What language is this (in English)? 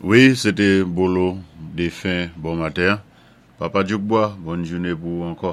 Saint Lucian Creole French